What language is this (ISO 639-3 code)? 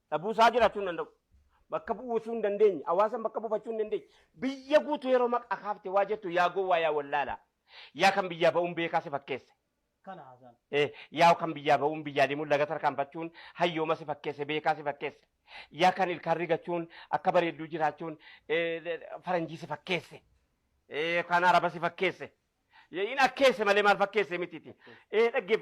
orm